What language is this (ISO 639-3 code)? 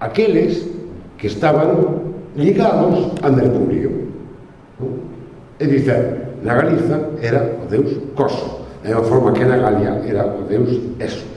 glg